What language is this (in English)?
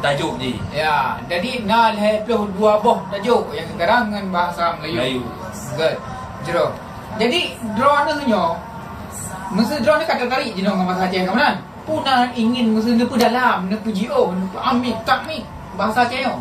Achinese